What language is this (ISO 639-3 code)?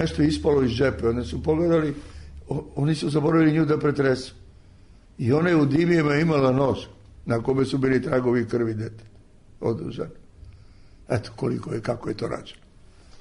srp